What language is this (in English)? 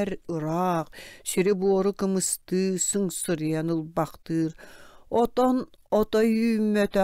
Yakut